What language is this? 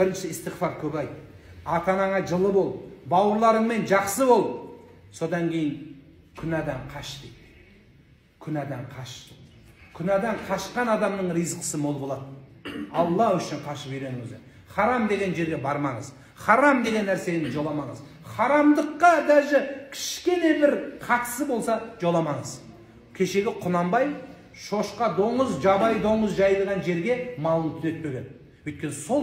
Kazakh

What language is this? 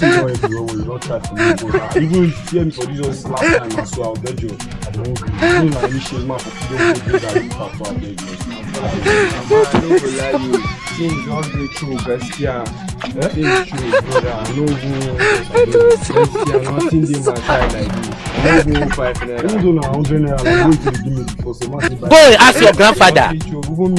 Nigerian Pidgin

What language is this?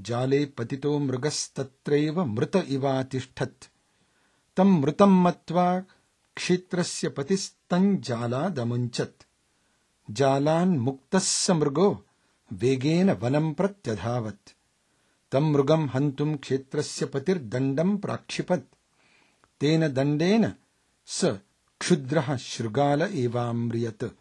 Sanskrit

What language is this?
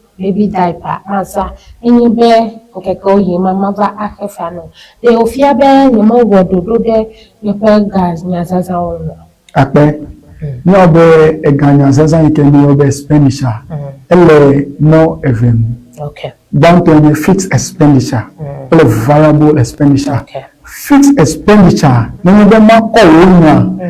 Ewe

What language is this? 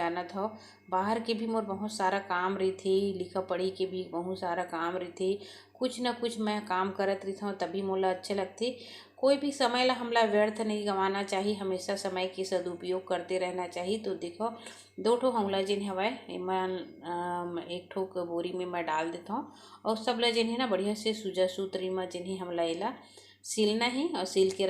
Chhattisgarhi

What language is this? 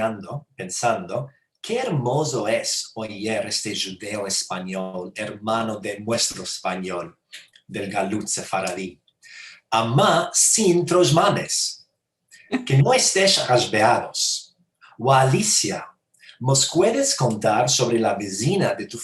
Ladino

